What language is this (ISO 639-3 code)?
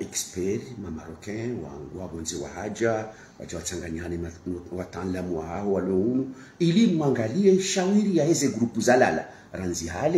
swa